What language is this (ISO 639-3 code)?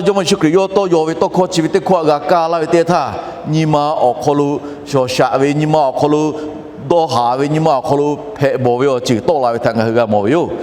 lhu